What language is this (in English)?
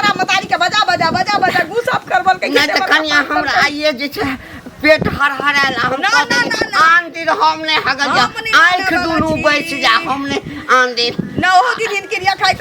Maithili